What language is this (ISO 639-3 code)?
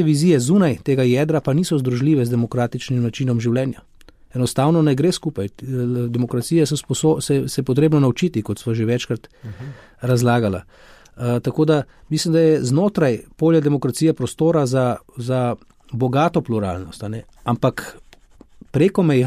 slv